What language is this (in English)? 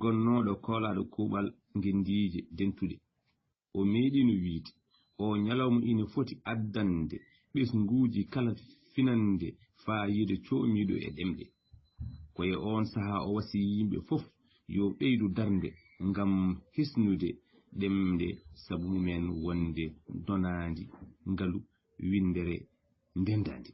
Fula